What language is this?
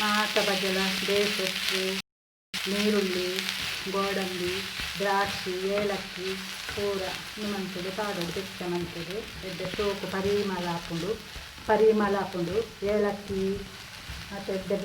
Tulu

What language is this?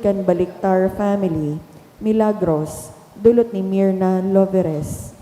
Bikol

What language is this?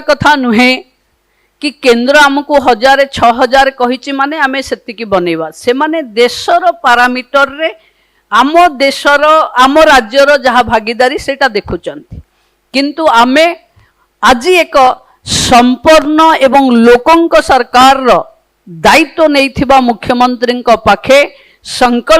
Odia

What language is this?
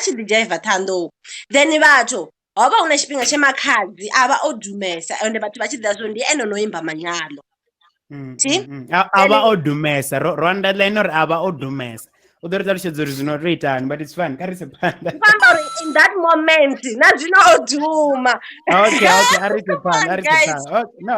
Venda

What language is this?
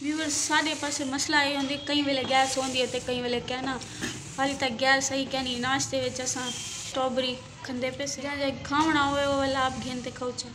Saraiki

